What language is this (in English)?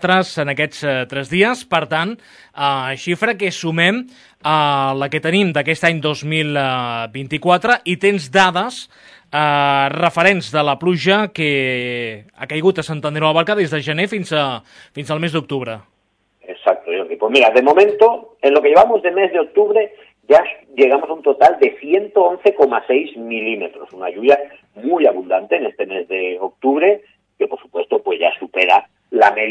Catalan